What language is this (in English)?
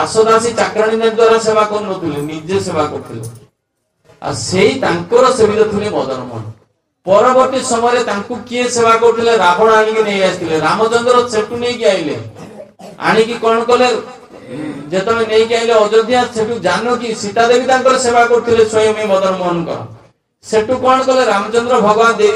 Odia